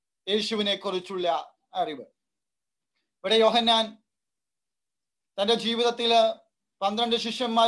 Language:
Malayalam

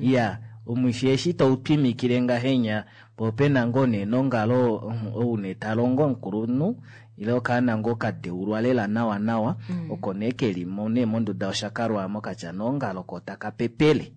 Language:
Kuanyama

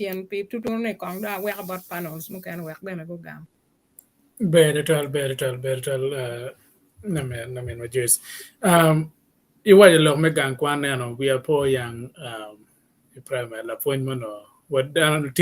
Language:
Acoli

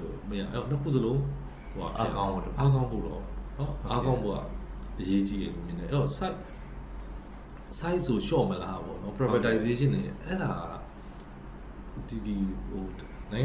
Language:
Burmese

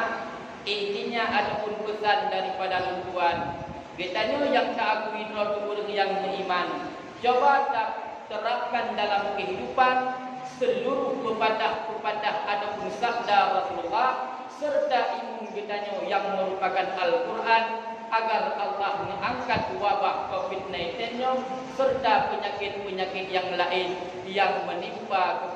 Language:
Achinese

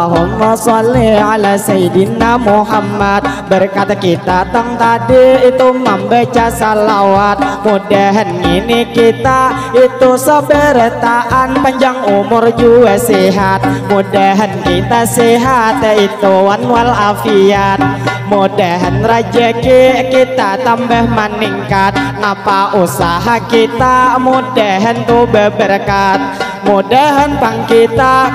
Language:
Banjar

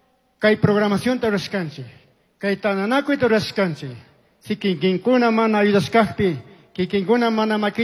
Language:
Chimborazo Highland Quichua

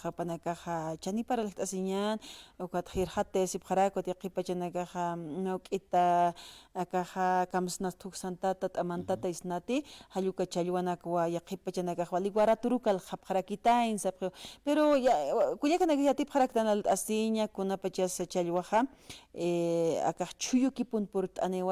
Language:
Aymara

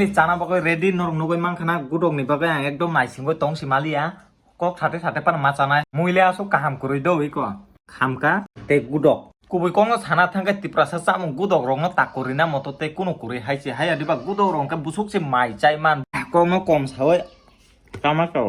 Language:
Kok Borok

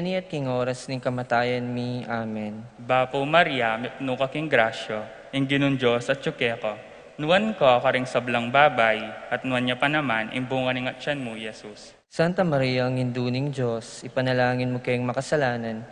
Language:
Pampanga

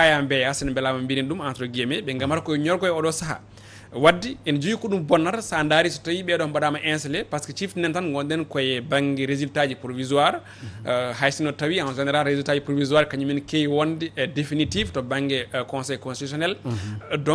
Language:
Fula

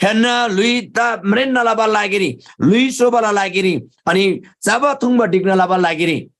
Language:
Eastern Tamang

